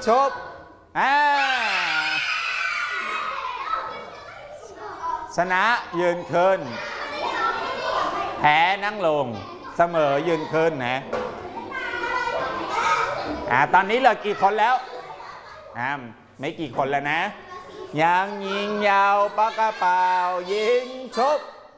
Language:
Thai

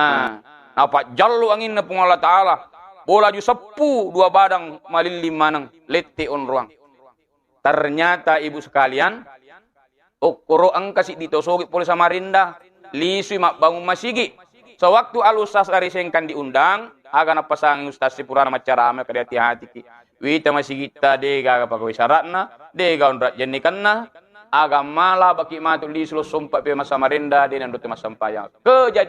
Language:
Buginese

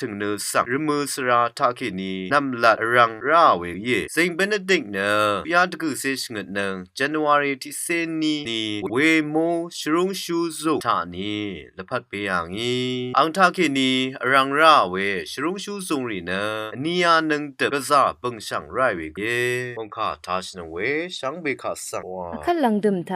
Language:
Rawang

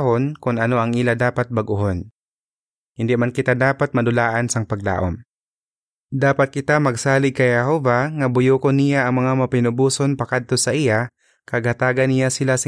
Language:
Hiligaynon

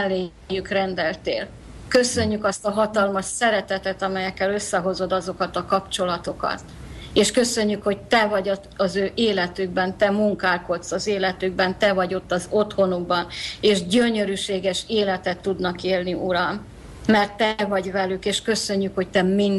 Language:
Hungarian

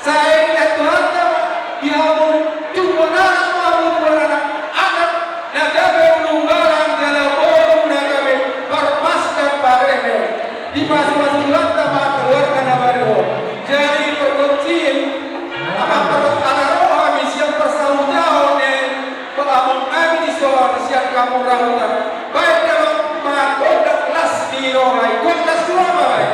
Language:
Batak Toba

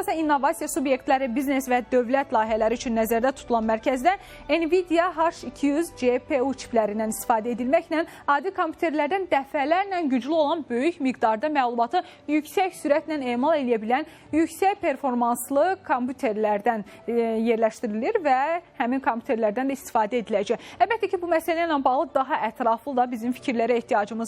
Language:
Azerbaijani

